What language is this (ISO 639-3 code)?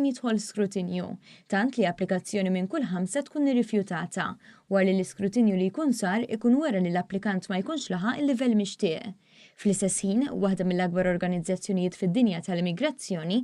mlt